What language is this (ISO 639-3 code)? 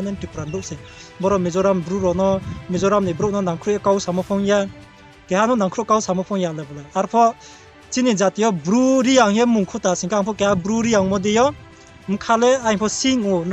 ria